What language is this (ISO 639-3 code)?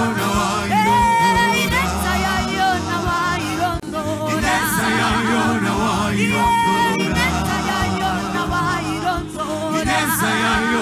kin